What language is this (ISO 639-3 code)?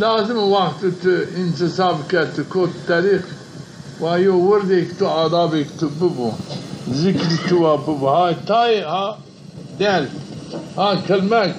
zza